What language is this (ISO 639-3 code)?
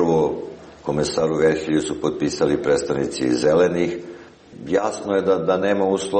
srp